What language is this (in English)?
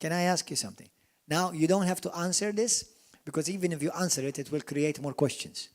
English